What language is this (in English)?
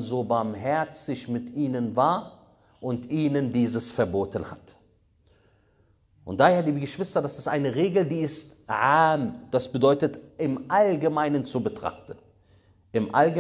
German